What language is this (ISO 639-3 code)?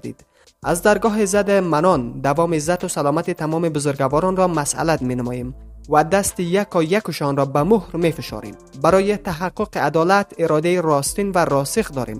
fas